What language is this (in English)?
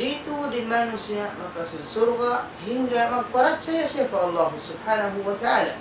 Tausug